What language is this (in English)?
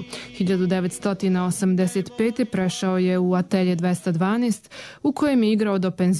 Croatian